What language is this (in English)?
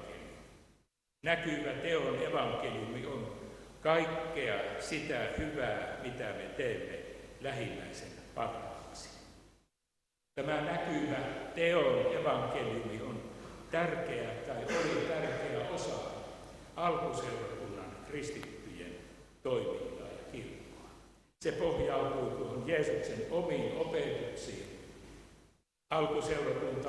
Finnish